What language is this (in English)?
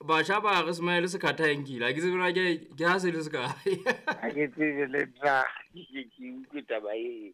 Southern Sotho